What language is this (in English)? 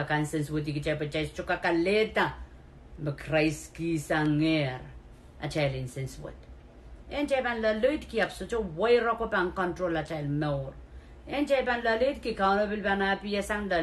Pohnpeian